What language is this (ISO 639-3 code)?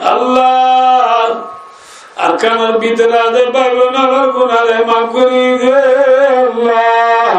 rhg